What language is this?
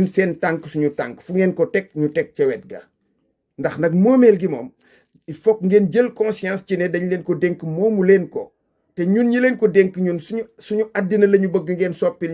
Wolof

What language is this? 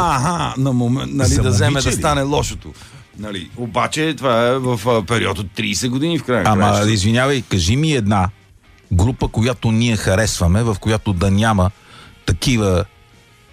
Bulgarian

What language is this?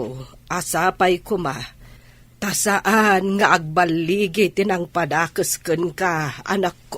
Iloko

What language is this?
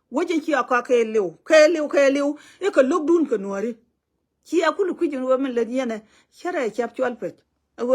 Nuer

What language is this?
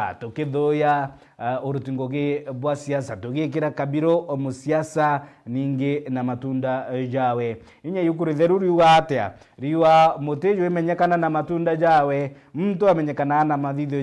Meru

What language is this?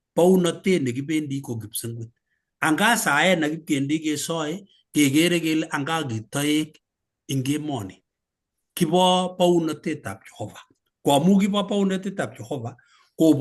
Kalenjin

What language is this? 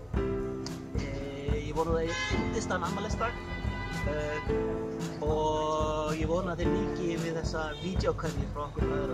Icelandic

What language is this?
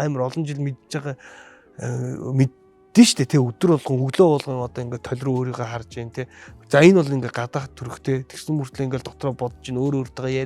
Mongolian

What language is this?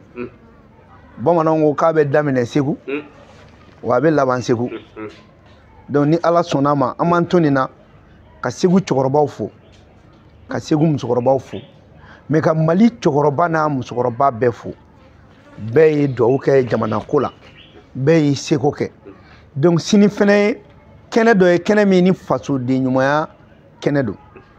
Bambara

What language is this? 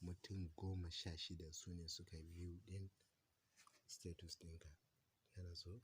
Hausa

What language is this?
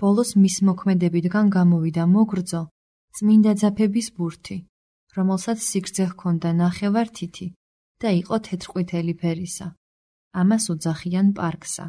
Georgian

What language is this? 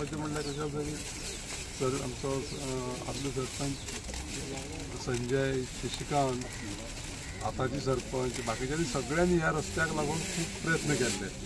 Konkani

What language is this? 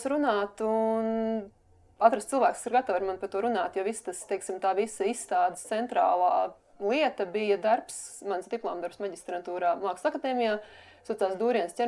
Latvian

